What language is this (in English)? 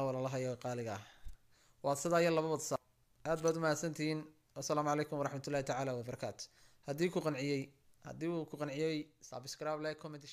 Somali